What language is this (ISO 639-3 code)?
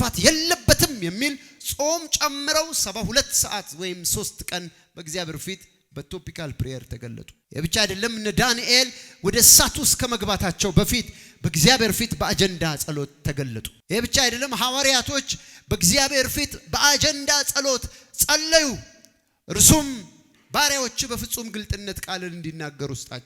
amh